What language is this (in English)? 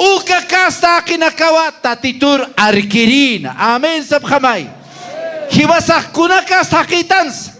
Aymara